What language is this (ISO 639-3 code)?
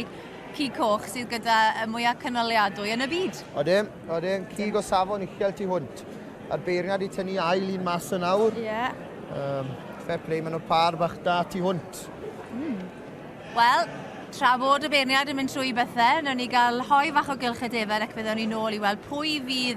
cym